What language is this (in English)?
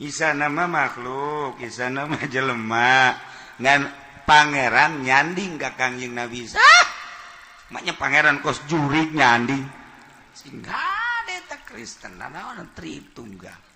Sundanese